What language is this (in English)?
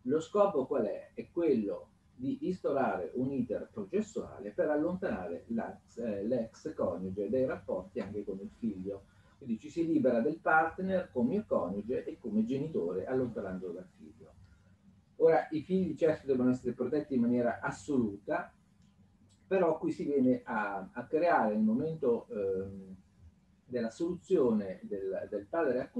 Italian